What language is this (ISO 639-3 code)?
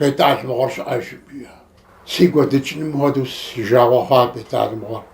kbd